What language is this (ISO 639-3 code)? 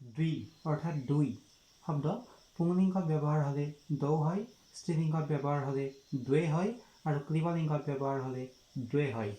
asm